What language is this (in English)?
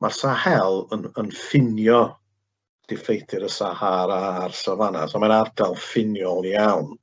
Welsh